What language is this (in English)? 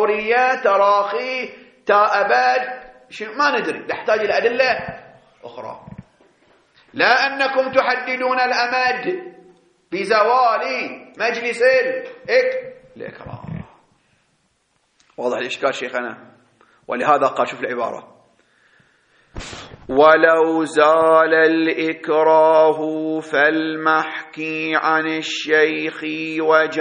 Arabic